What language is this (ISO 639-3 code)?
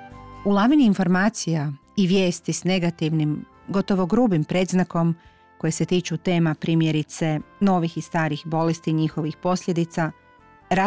hrv